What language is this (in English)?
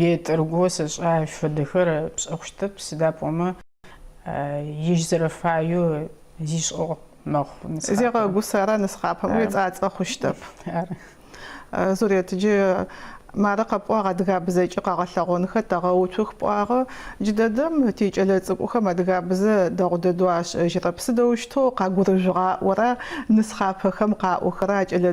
Adyghe